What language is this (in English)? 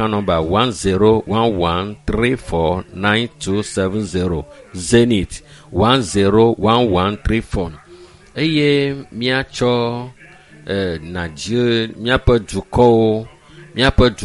Ewe